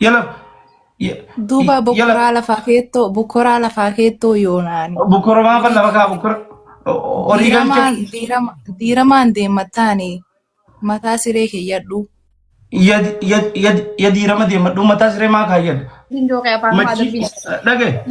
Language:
Oromo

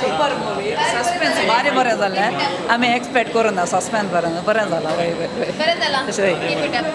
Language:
Konkani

